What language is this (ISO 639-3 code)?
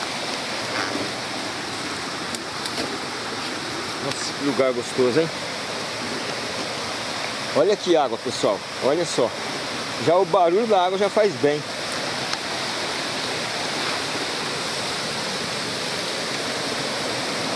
por